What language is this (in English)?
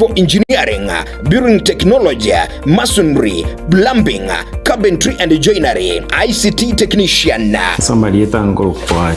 Gusii